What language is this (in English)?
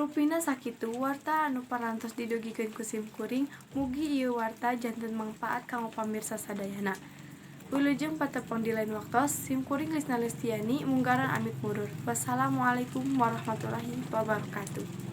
Sundanese